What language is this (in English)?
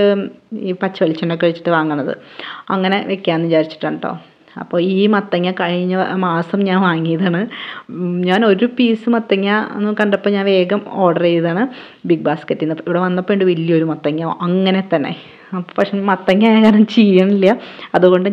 Malayalam